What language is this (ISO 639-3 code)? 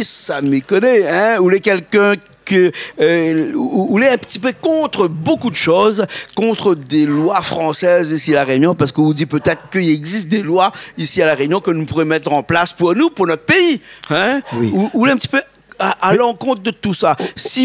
rcf